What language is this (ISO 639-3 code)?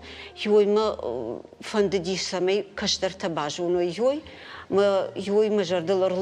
oss